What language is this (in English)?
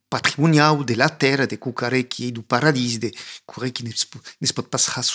Occitan